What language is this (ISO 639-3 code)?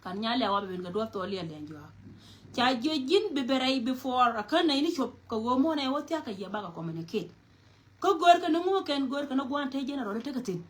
nus